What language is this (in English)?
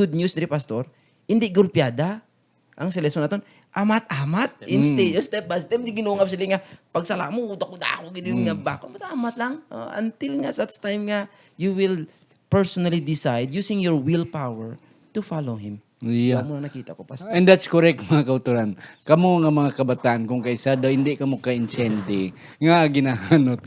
Hiligaynon